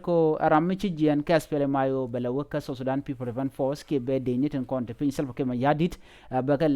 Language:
Nuer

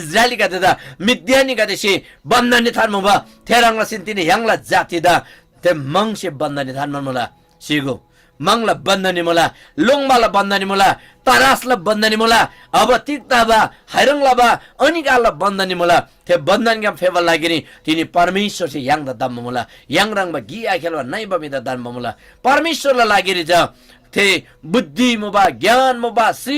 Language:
Eastern Tamang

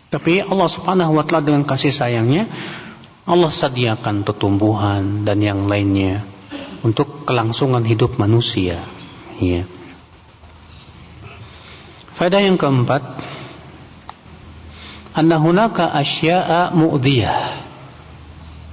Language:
Indonesian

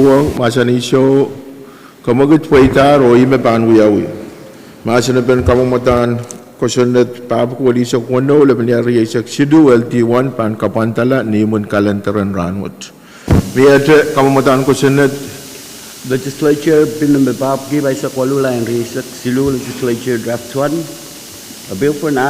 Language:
Pohnpeian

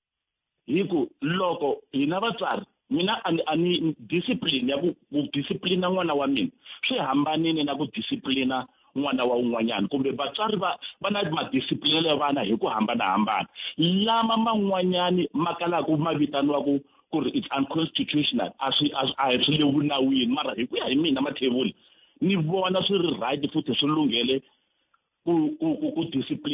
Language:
Tsonga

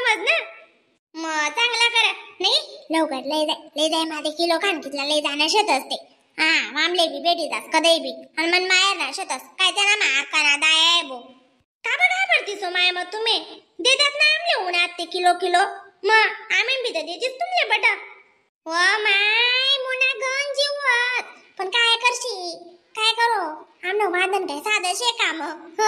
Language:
Khandesi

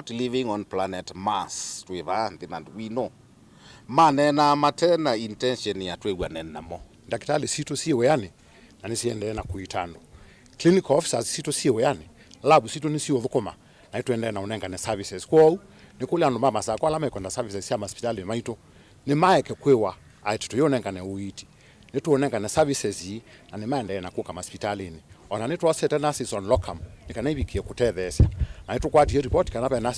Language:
Kamba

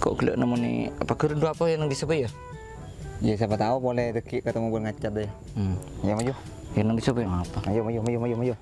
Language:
Madurese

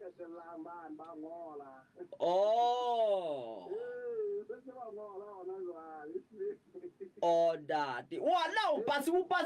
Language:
Southern Sotho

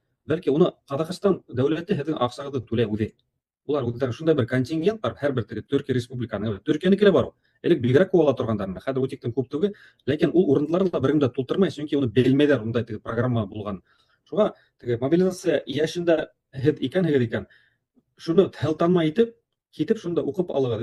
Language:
Bashkir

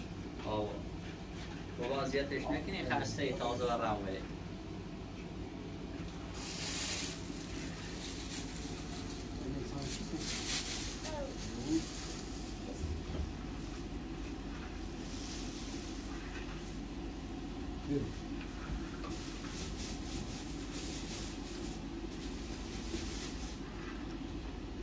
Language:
Persian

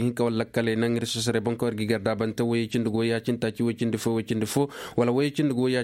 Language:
Koyraboro Senni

